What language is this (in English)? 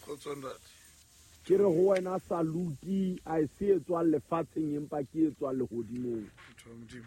Southern Sotho